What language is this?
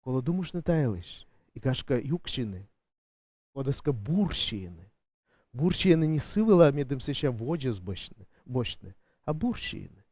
Komi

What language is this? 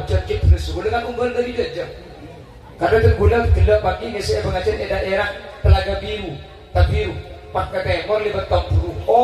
Madurese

